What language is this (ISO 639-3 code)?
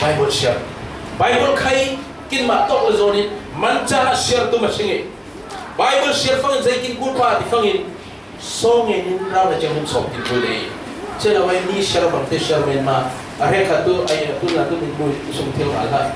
cfm